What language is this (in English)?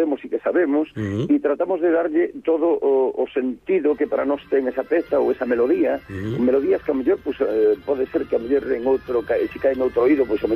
Galician